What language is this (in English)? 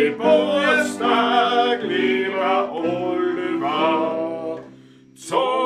Bavarian